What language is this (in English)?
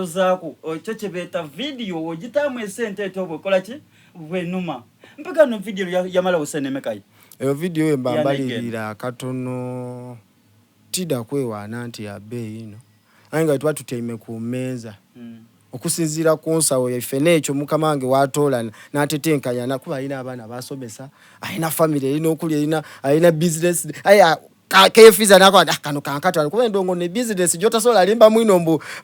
Soga